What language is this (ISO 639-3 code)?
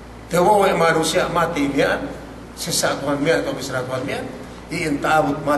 yka